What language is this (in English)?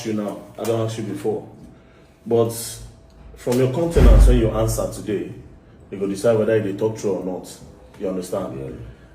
Nigerian Pidgin